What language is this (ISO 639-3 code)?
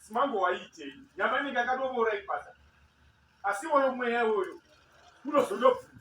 sna